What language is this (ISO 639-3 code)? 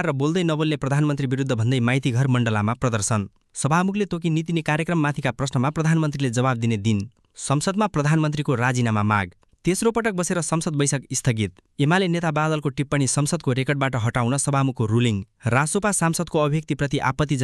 nep